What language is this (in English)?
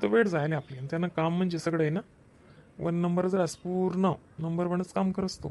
Khandesi